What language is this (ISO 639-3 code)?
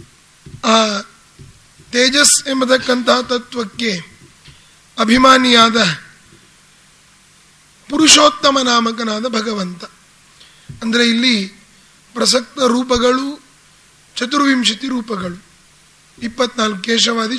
kan